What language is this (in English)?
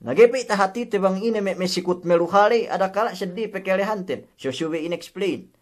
Yakan